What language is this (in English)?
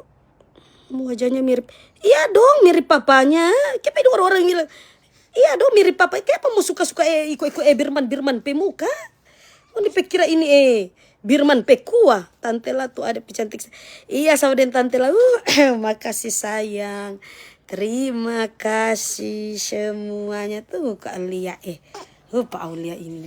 Manado Malay